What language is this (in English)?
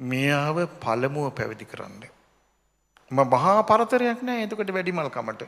Sinhala